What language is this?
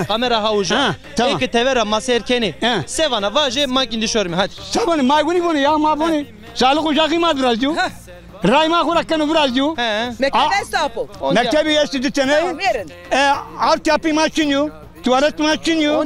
Zaza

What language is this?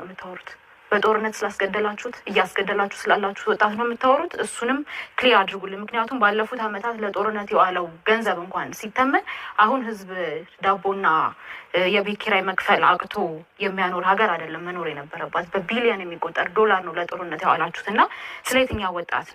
Amharic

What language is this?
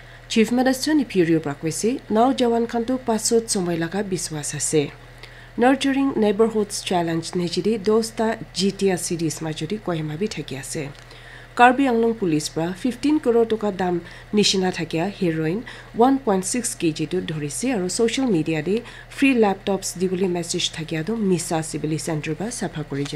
Naga Pidgin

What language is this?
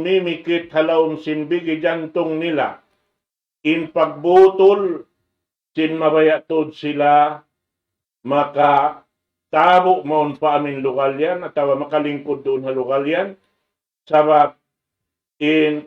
Tausug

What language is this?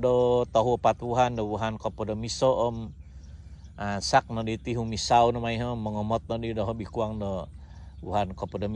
Central Dusun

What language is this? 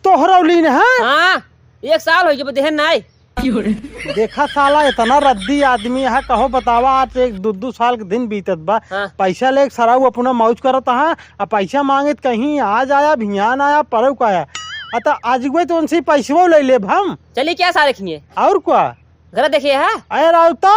Awadhi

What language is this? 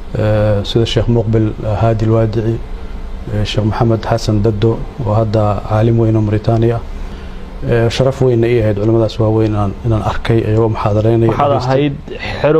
Somali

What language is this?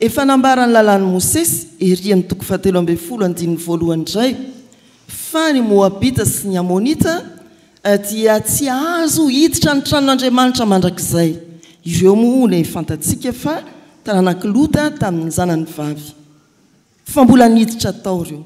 Malagasy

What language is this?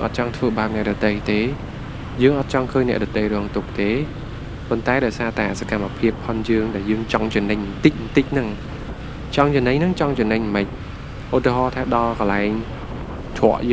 Khmer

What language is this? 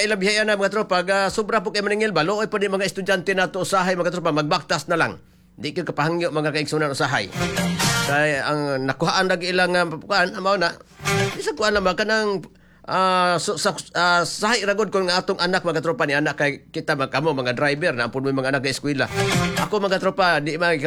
Cebuano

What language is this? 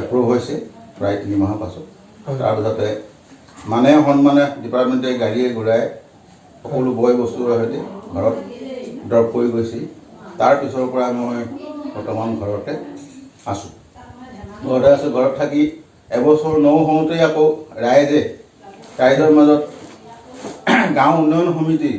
Assamese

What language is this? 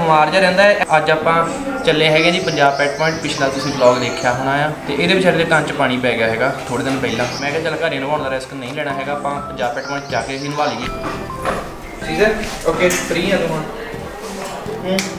Punjabi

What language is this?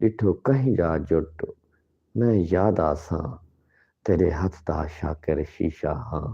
Saraiki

